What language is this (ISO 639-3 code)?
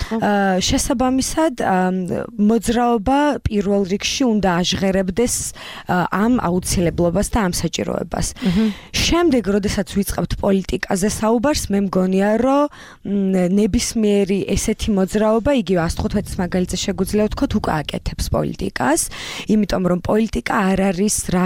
kat